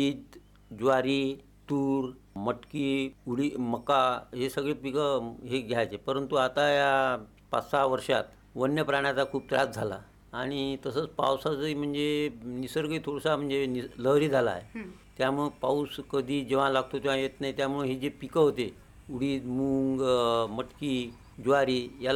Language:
Marathi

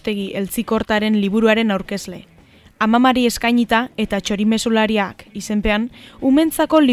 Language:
Basque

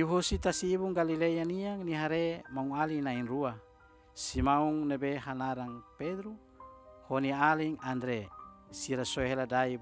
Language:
Tetum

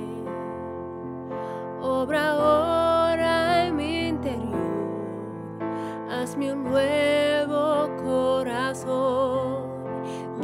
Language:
Spanish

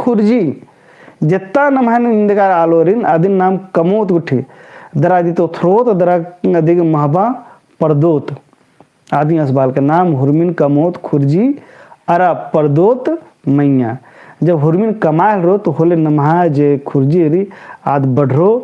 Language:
Kurukh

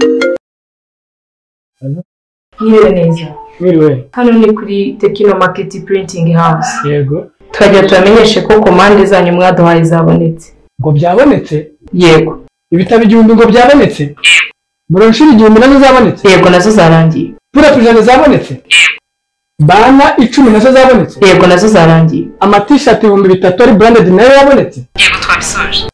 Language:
Kinyarwanda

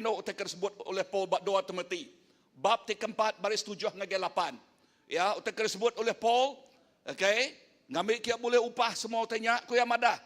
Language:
Iban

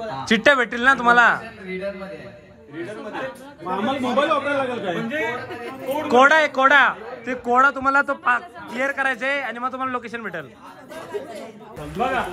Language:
Marathi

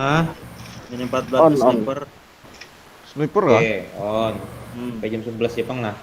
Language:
Banjar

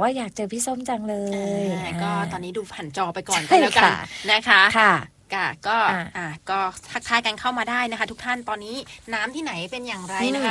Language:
Thai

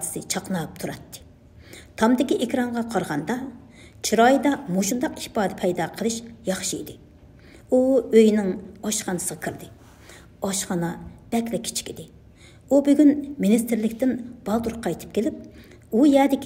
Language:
Uyghur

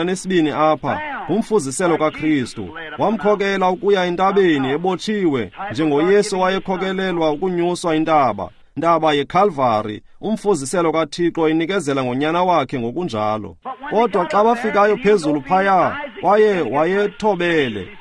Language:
Xhosa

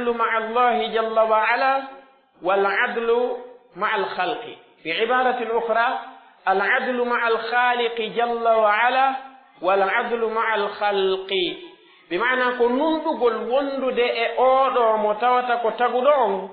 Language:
Pular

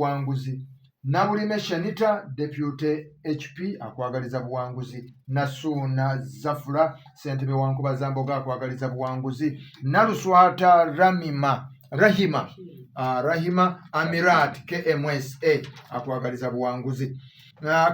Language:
Ganda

